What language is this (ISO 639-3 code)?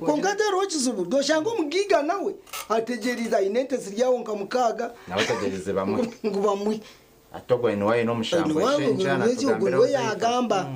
nyn